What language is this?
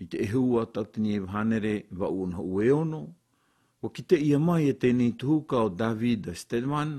Malagasy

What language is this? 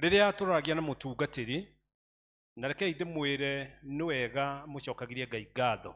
Kikuyu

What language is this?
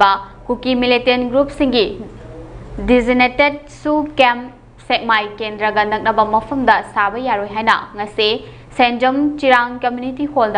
Manipuri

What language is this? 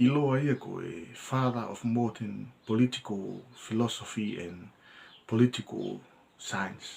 Tongan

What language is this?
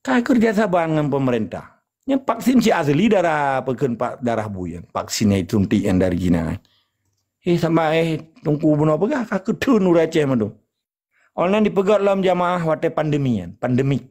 Achinese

